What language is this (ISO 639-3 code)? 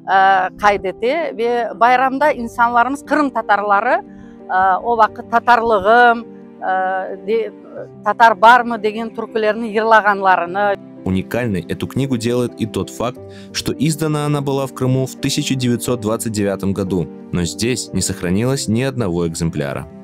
crh